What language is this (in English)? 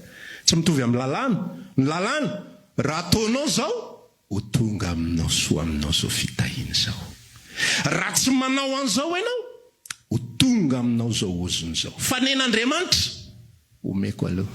Malagasy